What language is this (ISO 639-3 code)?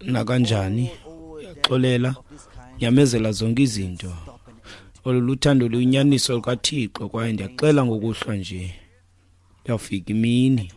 xho